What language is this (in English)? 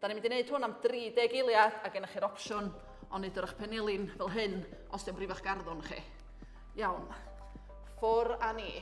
Welsh